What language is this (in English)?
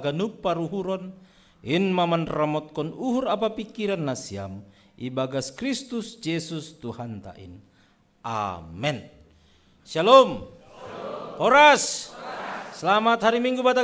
Batak Simalungun